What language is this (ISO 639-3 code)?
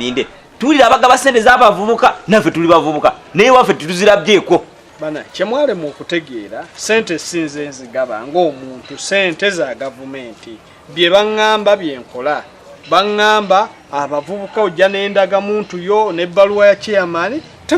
lug